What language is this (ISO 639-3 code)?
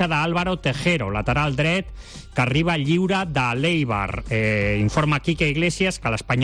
cat